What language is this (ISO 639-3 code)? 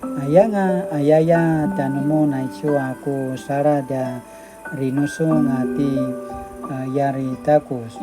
pwn